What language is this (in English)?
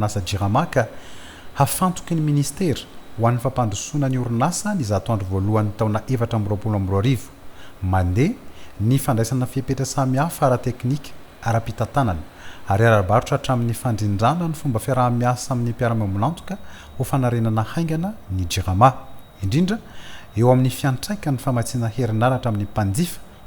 Malagasy